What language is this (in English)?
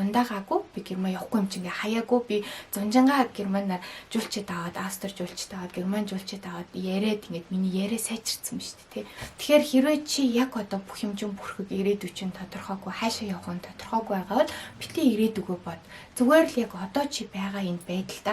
Mongolian